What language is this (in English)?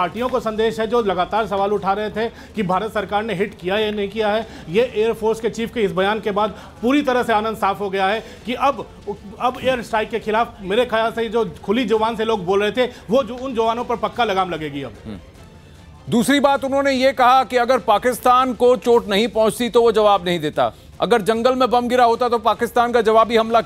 Hindi